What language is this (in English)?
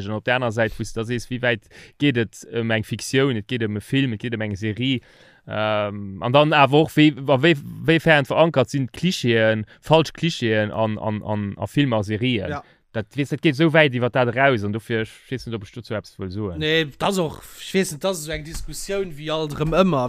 Luxembourgish